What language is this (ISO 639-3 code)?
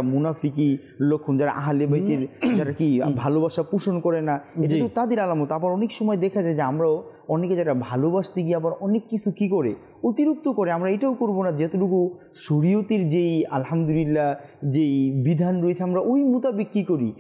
ben